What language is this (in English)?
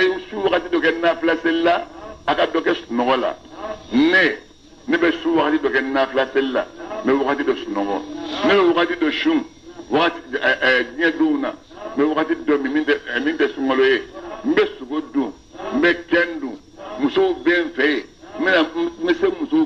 Bambara